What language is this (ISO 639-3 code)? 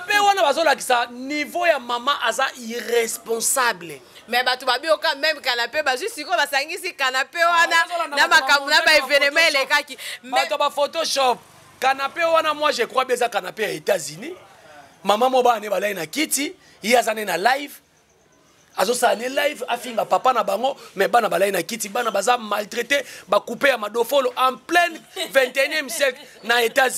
lin